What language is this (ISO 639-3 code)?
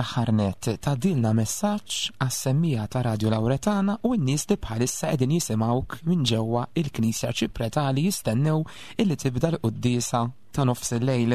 mlt